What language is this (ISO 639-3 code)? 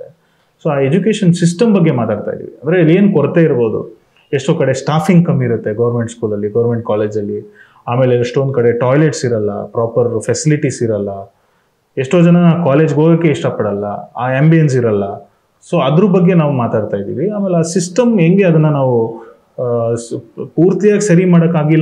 kan